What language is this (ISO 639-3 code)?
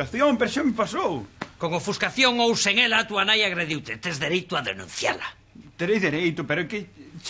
glg